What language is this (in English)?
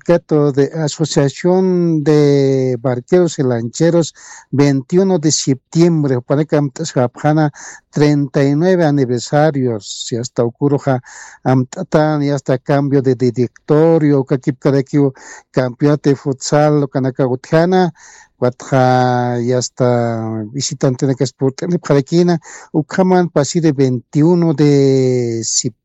Aymara